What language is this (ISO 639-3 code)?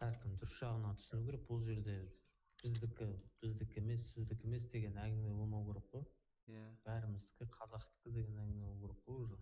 kaa